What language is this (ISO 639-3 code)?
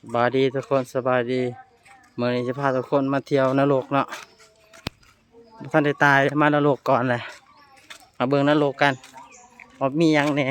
lao